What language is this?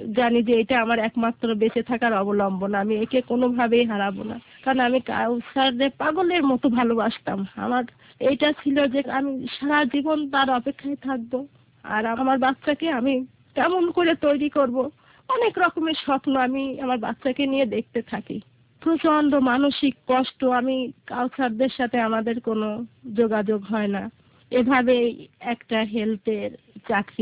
Bangla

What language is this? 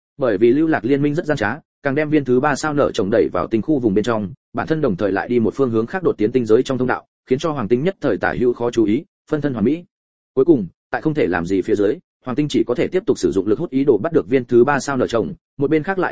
Vietnamese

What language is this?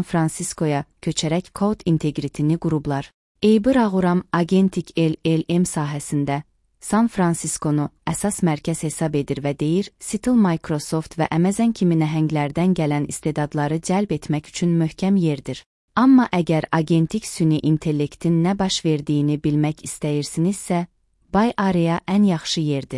Azerbaijani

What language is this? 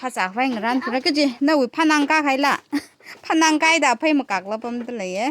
Tangkhul Naga (India)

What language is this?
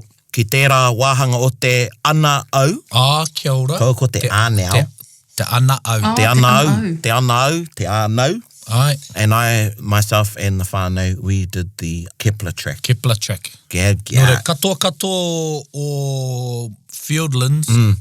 Māori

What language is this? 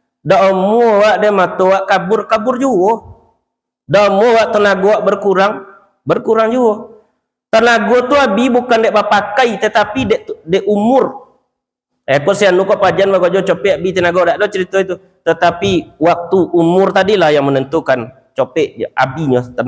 Minangkabau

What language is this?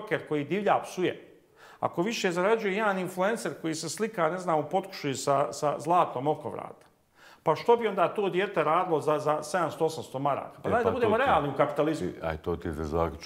Bosnian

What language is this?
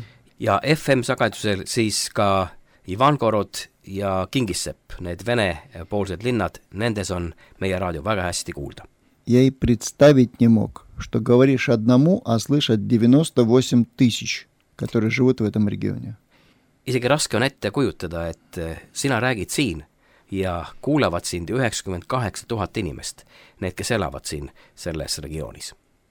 Estonian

